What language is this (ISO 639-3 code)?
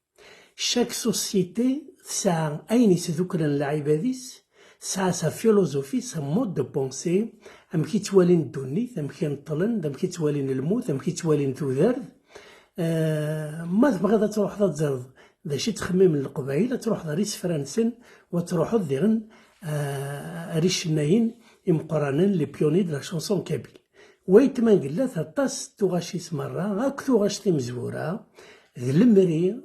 kab